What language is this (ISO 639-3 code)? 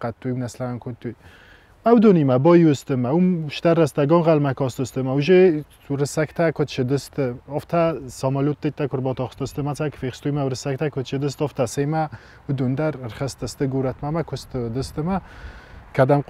oss